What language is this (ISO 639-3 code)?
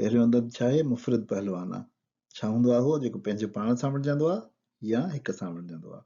snd